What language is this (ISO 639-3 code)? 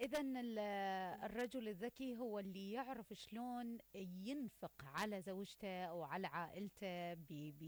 acm